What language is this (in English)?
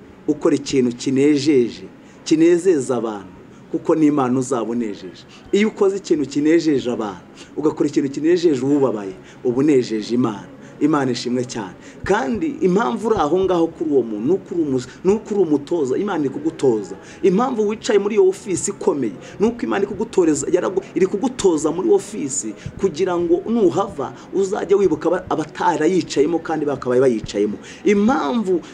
Kinyarwanda